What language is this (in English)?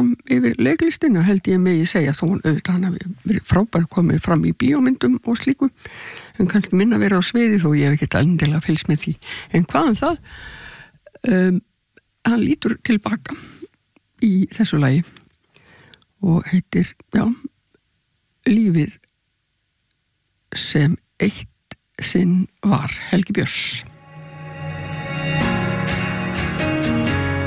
Icelandic